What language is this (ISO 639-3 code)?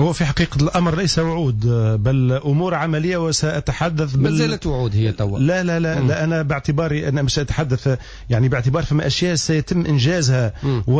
aeb